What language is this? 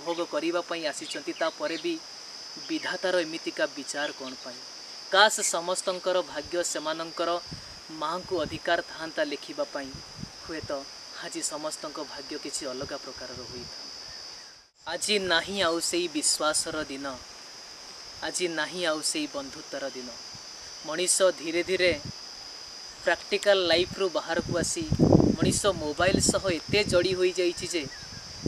Odia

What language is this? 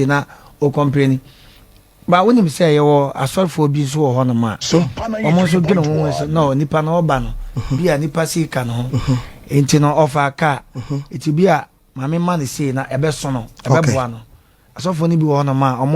Akan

